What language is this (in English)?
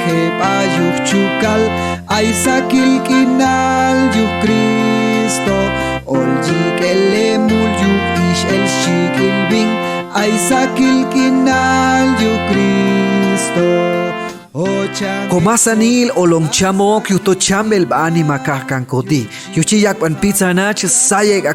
Chuj